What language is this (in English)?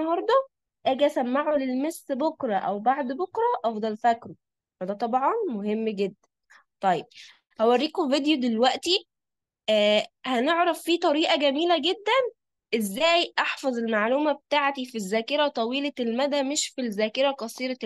Egyptian Arabic